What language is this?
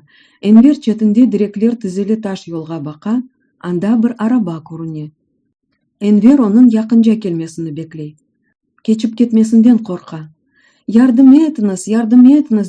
Crimean Tatar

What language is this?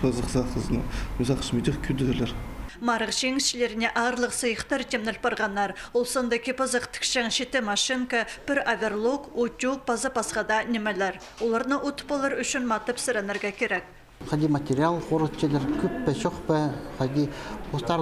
Khakas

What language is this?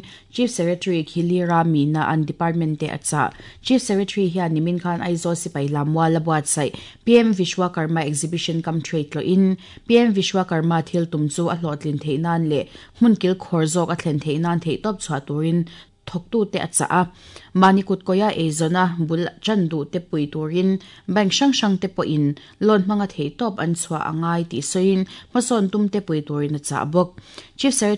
Mizo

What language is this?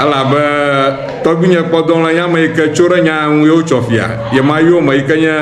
Ewe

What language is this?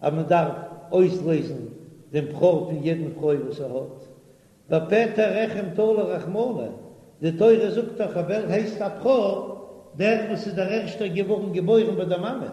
Yiddish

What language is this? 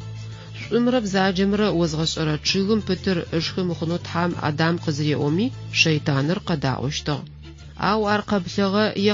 Adyghe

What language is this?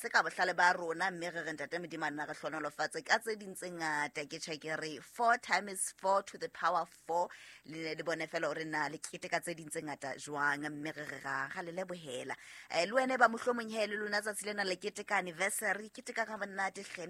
Southern Sotho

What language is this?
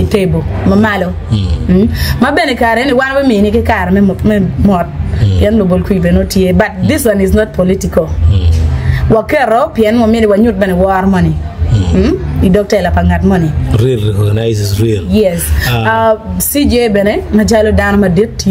Acoli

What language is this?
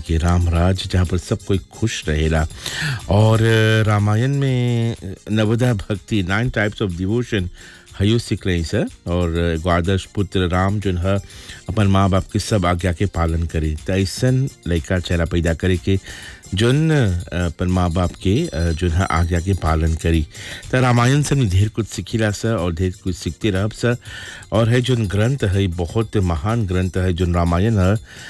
Bhojpuri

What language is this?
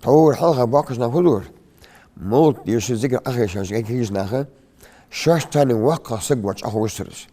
Ingush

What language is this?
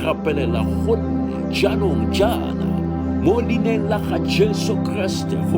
Tswana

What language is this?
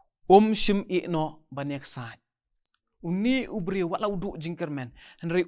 Khasi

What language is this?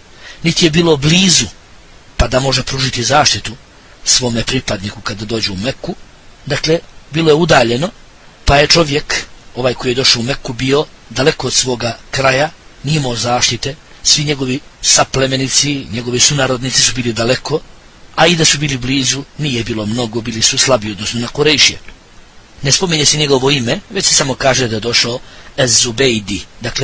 Bosnian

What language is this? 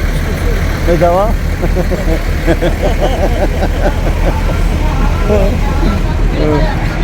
Tajik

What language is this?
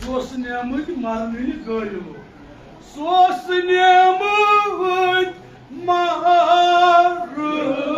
Kashmiri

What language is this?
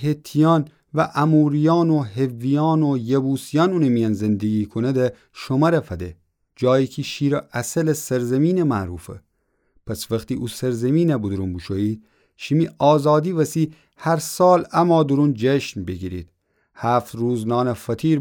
Gilaki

